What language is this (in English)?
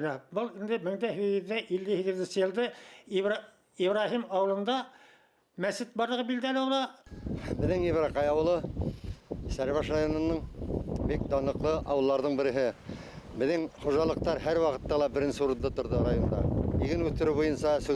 Bashkir